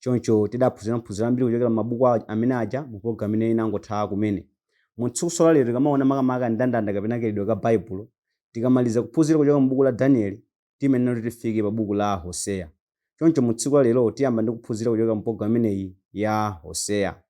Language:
Nyanja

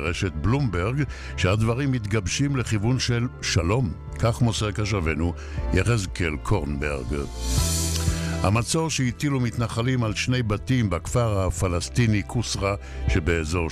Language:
Hebrew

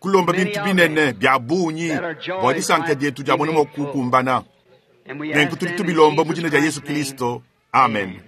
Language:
Luba-Lulua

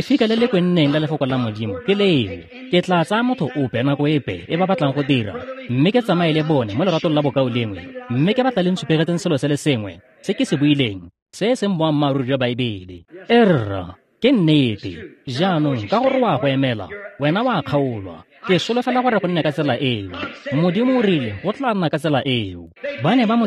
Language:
Tswana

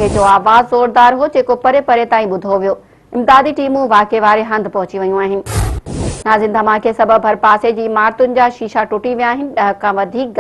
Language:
Sindhi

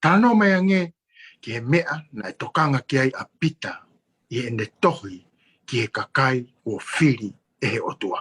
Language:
Tongan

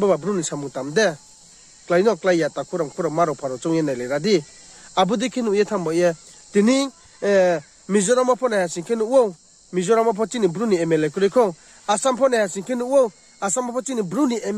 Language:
Riang (India)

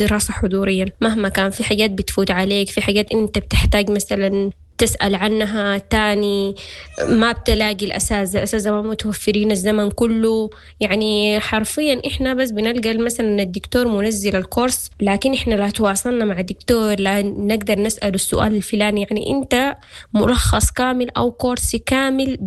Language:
Sudanese Arabic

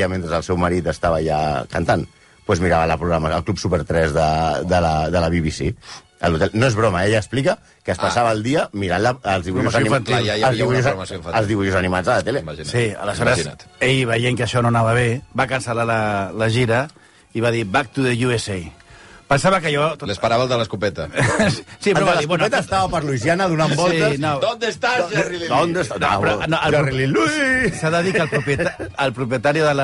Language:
Catalan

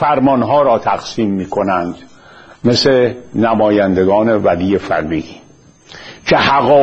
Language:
Persian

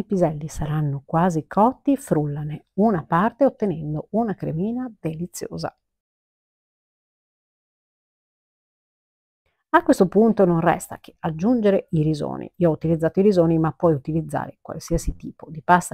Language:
Italian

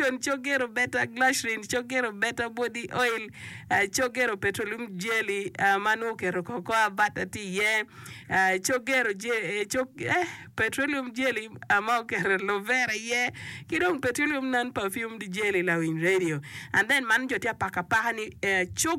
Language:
Acoli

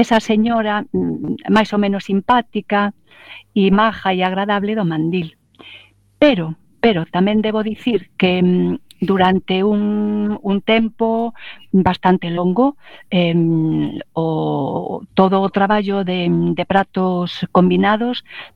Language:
Galician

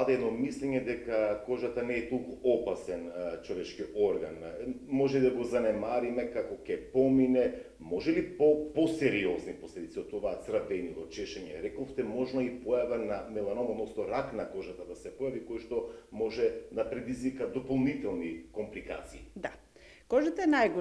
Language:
Macedonian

